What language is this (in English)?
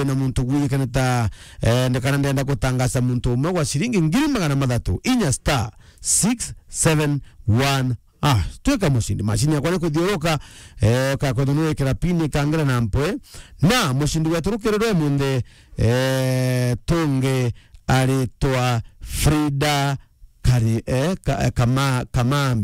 Meru